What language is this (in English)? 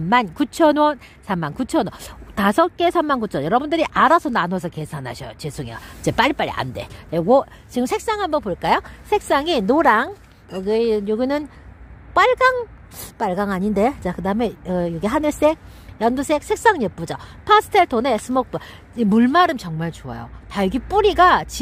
Korean